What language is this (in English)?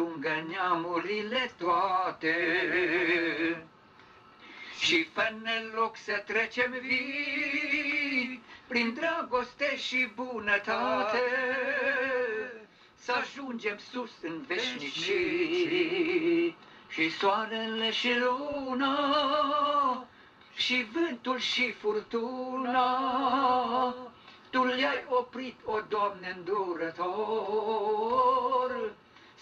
Romanian